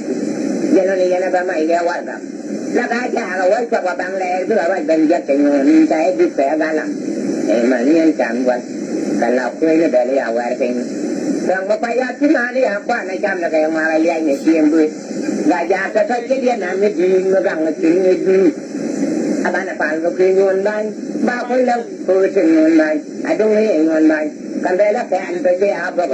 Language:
Nuer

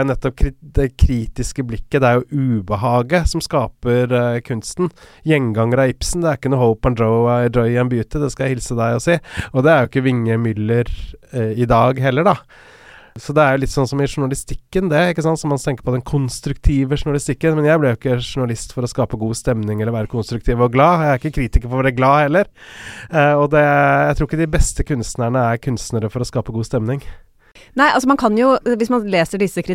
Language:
Norwegian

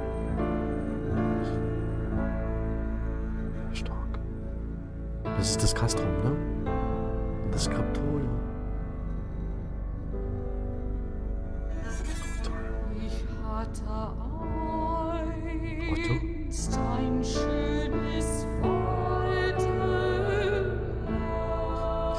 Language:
German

